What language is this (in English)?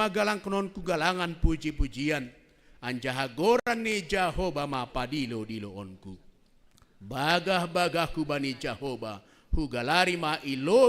Batak Simalungun